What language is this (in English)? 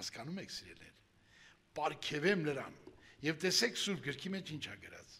Armenian